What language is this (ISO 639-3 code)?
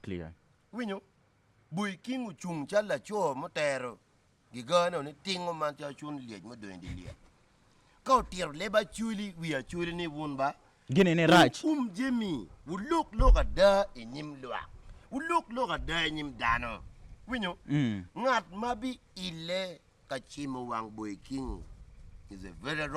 ach